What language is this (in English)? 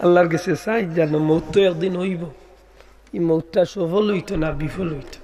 Sylheti